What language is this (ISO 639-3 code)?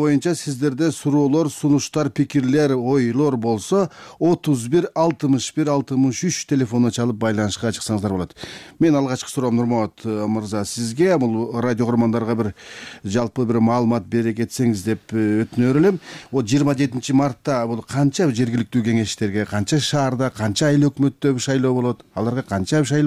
kir